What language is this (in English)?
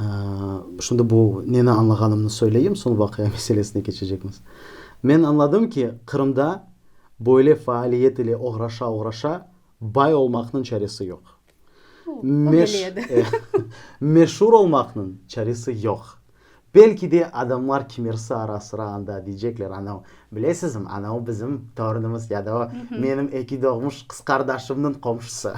Crimean Tatar